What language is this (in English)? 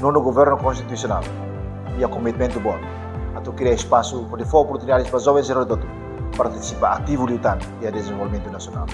Tetum